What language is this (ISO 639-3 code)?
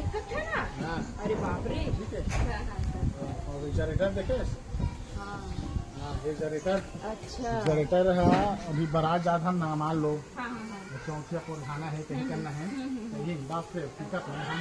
hne